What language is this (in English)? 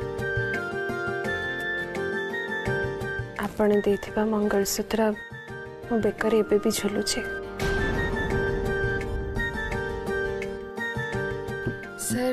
Odia